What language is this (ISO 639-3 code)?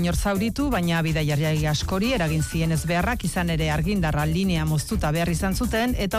eus